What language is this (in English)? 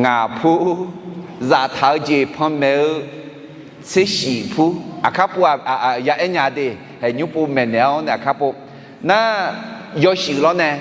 Akha